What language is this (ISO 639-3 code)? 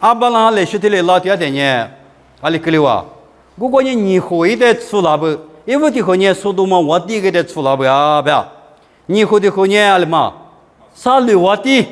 lis